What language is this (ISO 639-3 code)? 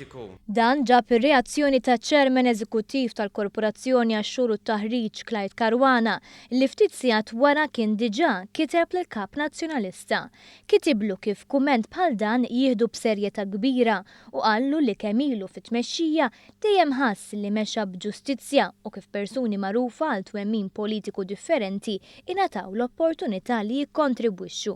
mlt